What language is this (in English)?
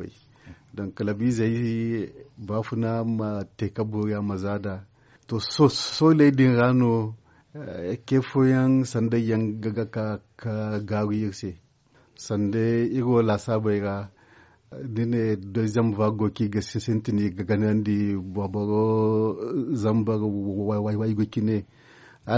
Zarma